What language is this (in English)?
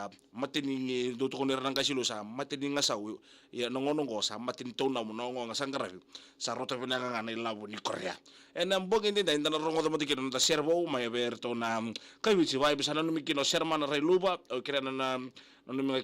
Fijian